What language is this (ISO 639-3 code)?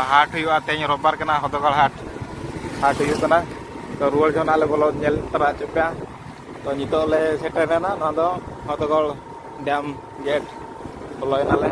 sat